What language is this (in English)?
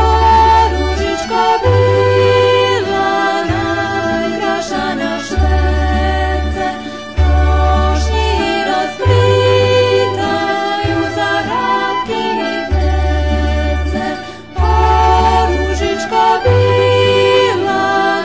Rusyn